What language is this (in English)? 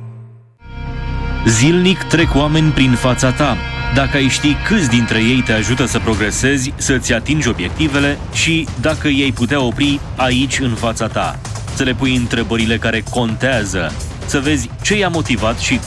Romanian